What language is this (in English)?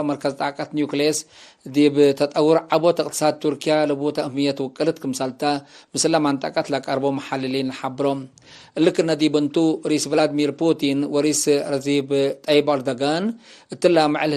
Tigre